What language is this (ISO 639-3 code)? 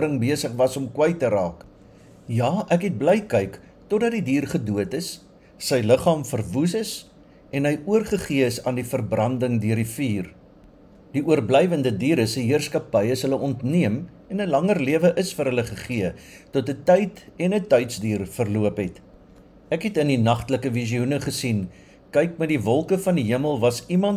afr